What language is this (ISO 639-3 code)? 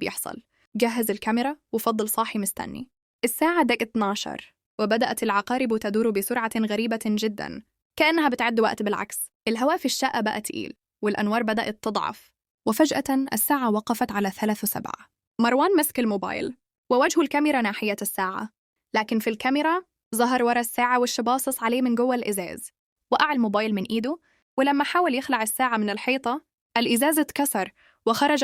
arz